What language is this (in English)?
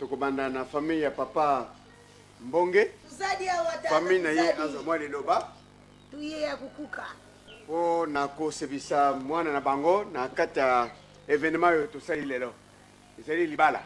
Lingala